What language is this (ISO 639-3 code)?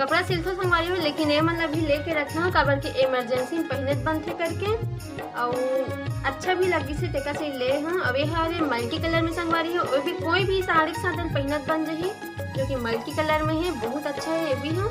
hne